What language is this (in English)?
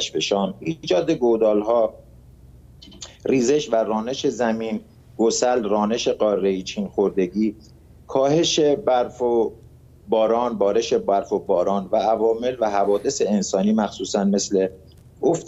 Persian